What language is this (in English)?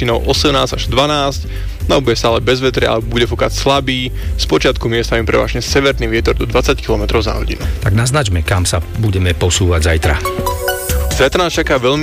Slovak